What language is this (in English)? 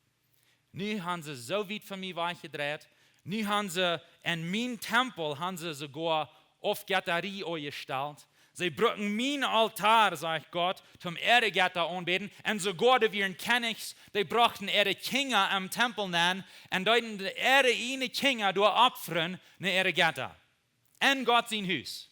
Plautdietsch